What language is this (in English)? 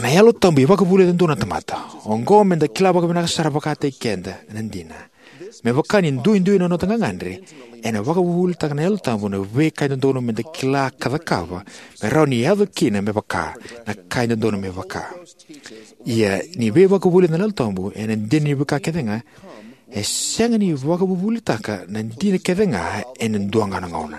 Fijian